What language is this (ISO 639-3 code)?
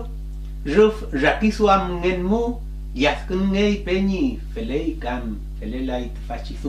arn